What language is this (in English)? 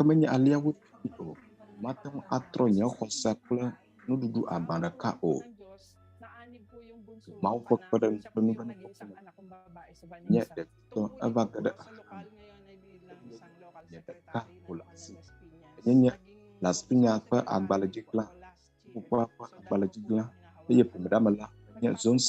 Ewe